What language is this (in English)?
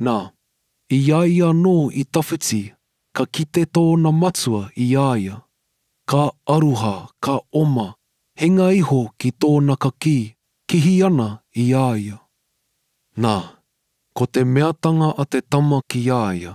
Māori